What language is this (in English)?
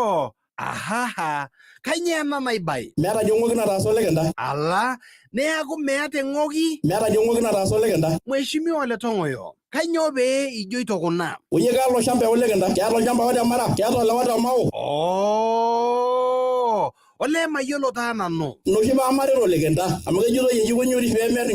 Masai